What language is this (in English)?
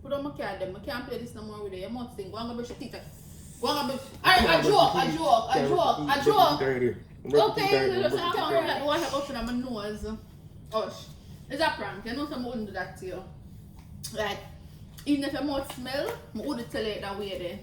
Jamaican Creole English